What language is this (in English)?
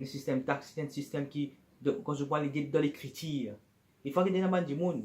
Morisyen